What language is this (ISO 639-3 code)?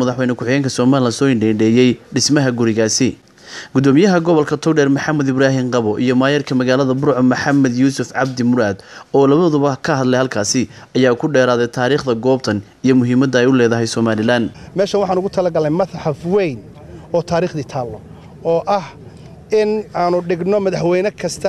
som